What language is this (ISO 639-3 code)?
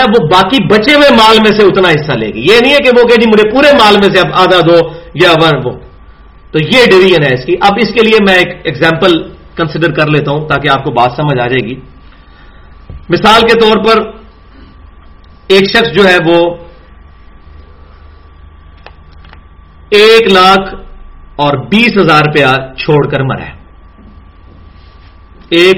urd